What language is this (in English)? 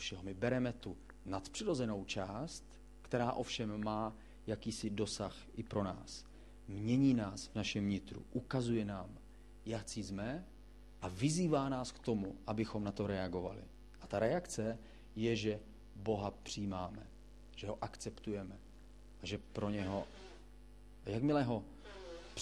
Czech